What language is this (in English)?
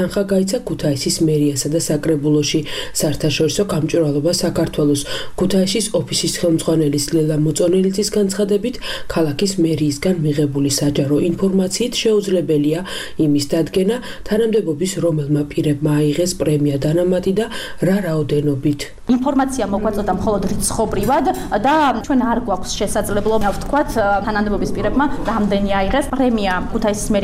Georgian